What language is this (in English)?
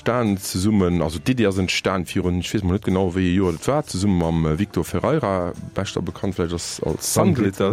Luxembourgish